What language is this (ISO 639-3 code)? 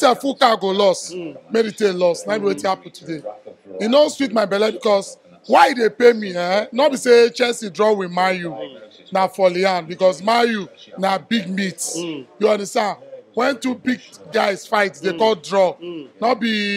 pcm